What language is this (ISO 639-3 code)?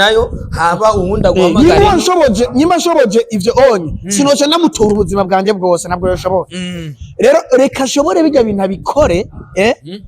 run